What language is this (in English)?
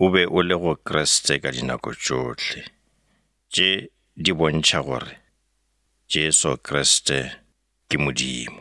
Northern Sotho